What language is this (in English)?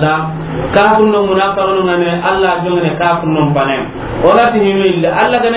Soninke